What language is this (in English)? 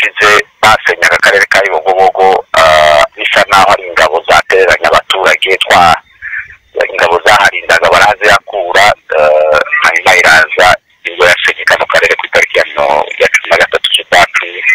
Kinyarwanda